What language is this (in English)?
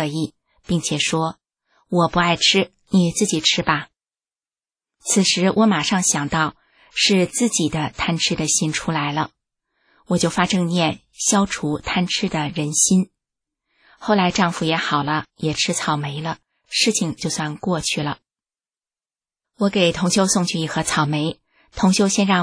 Chinese